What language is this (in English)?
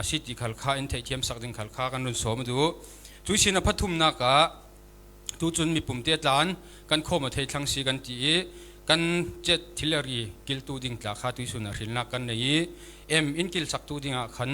Falam Chin